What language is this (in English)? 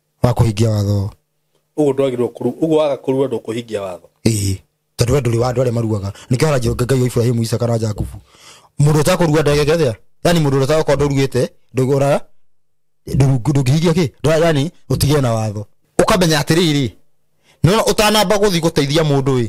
Kikuyu